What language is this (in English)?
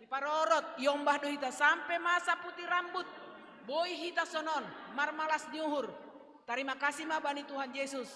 Batak Simalungun